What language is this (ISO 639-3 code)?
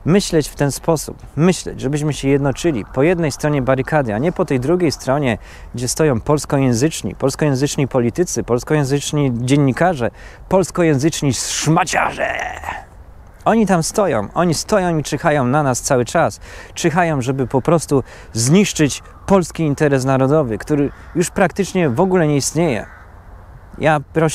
pol